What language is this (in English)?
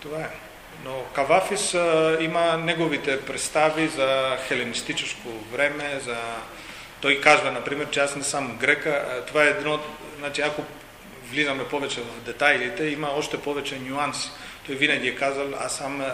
Macedonian